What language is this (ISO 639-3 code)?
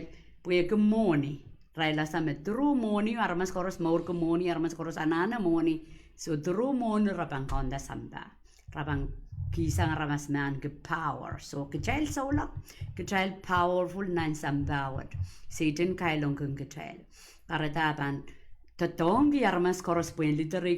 pon